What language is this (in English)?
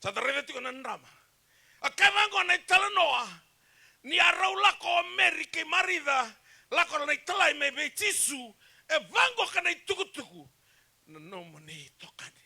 Fijian